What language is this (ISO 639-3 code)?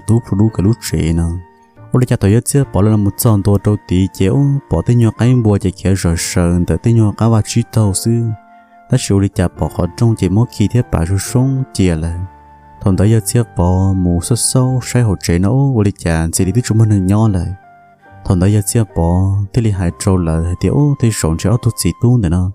hmn